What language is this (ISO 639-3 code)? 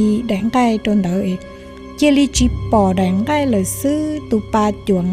hmn